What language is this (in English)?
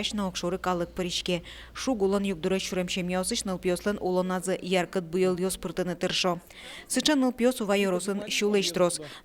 Udmurt